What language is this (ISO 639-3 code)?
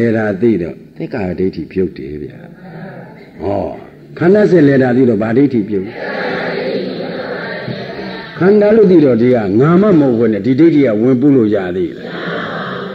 mya